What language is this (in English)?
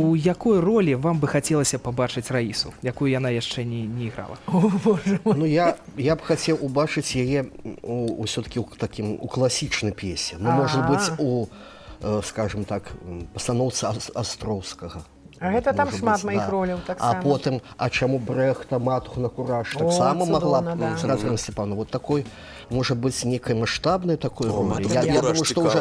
Belarusian